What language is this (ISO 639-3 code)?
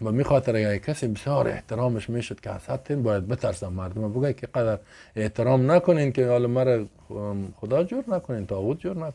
fas